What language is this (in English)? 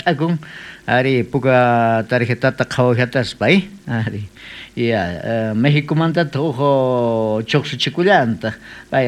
South Bolivian Quechua